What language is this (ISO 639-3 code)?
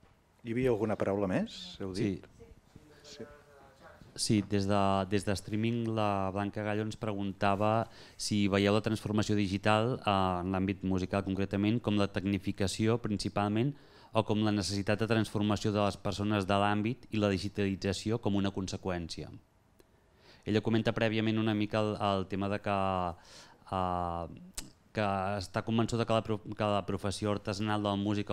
cat